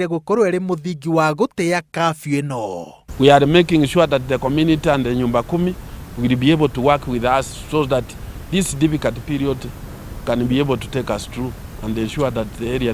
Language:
Kikuyu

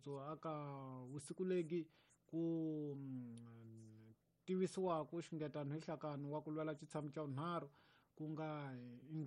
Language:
Tsonga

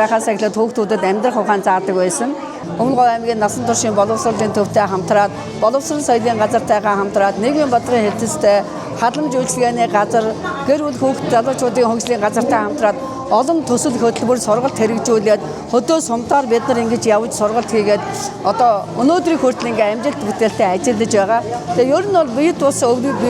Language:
Mongolian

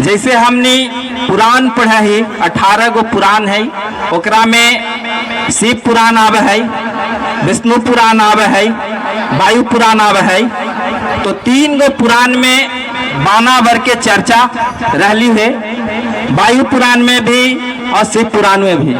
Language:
Magahi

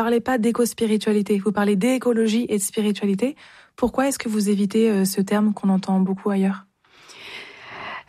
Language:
French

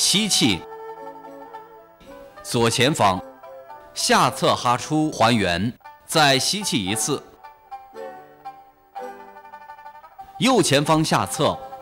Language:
Chinese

